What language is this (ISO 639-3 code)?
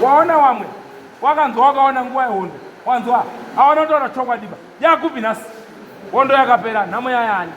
sna